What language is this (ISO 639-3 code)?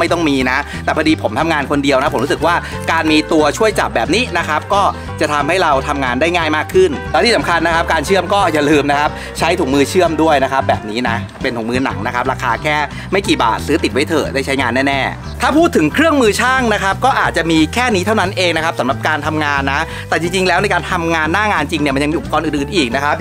tha